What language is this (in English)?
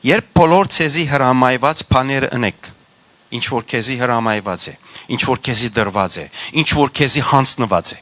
Western Armenian